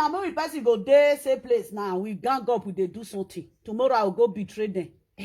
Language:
Nigerian Pidgin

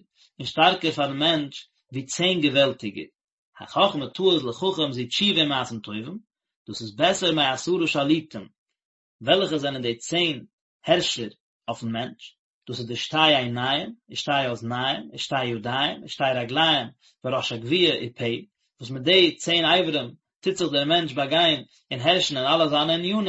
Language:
Yiddish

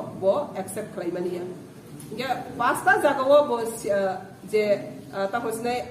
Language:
Kok Borok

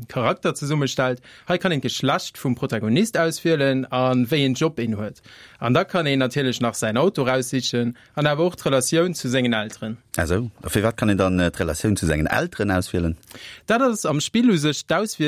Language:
Luxembourgish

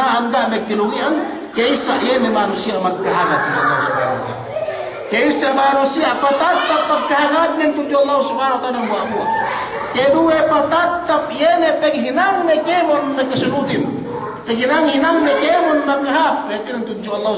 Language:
Yakan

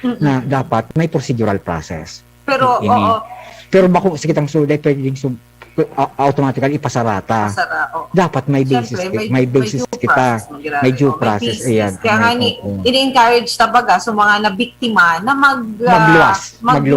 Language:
Bikol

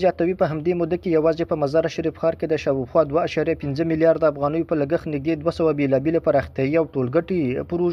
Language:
Pashto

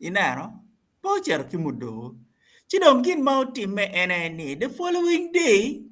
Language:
Acoli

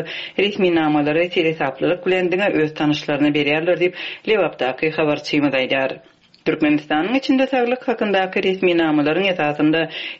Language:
Turkmen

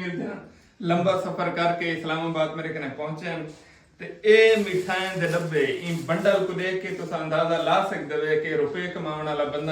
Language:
Saraiki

